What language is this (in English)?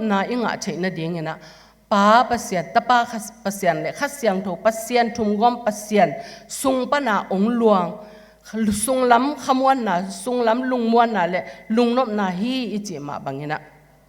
Tedim Chin